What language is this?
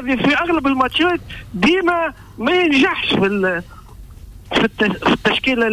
Tunisian Arabic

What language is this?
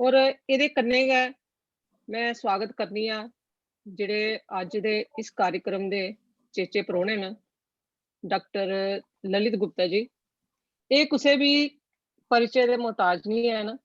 Dogri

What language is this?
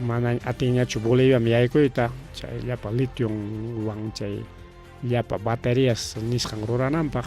Ayacucho Quechua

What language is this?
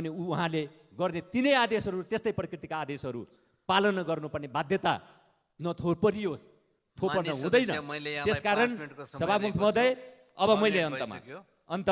Nepali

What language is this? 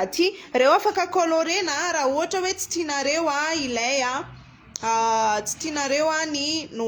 Malagasy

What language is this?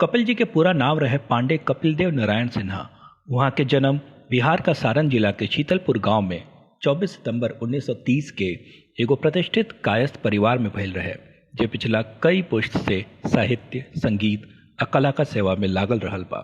Bhojpuri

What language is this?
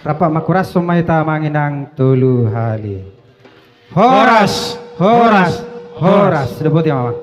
Batak Toba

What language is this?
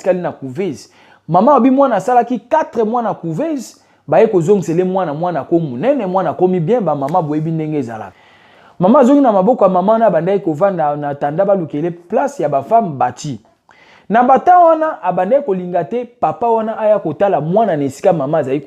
Lingala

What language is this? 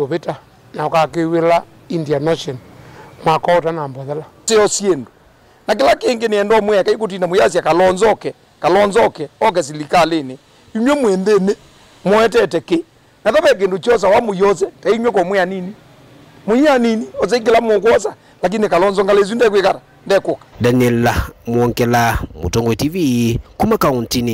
Kamba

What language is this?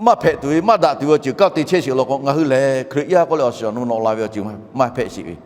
Lahu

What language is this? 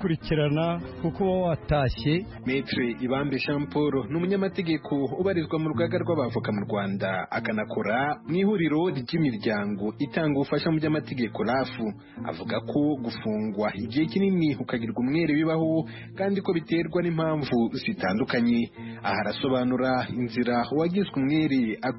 Kinyarwanda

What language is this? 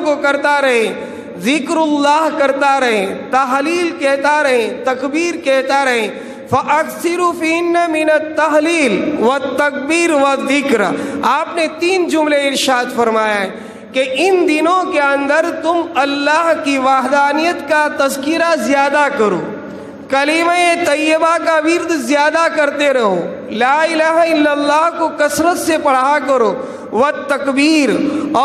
Urdu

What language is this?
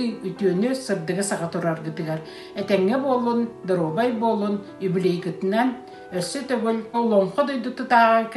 Yakut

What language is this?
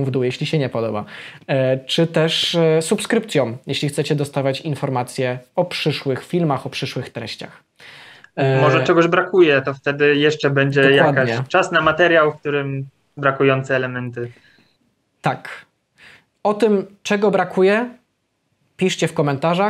Polish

